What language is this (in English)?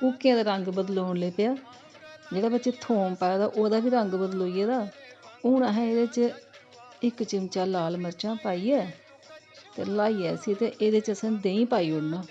Dogri